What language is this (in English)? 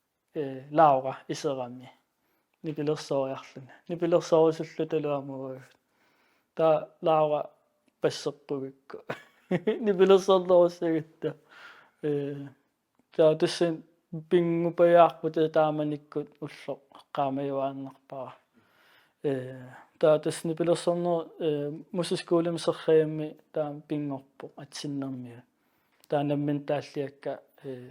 Kalaallisut